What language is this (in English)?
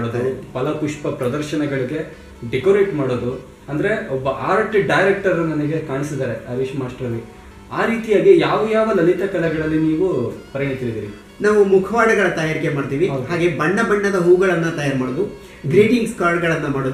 Kannada